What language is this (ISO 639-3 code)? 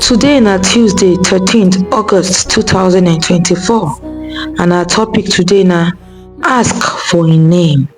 pcm